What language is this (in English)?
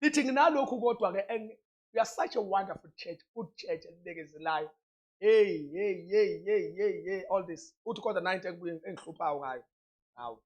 Zulu